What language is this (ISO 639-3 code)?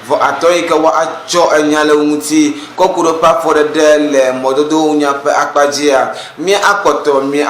ewe